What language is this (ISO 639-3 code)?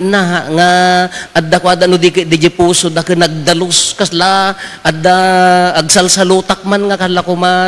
ilo